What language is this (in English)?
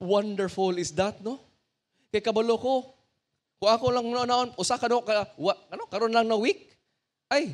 Cebuano